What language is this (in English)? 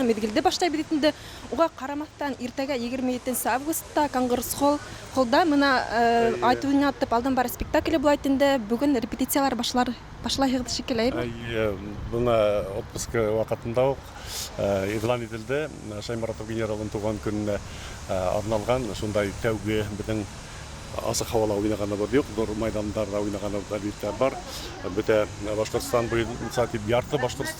Bashkir